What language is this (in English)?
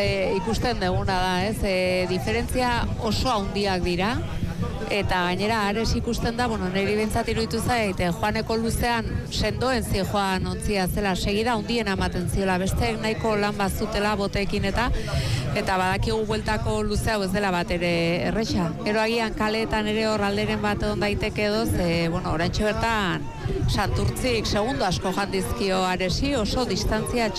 Basque